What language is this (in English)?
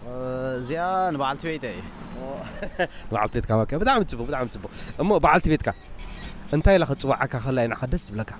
Tigrinya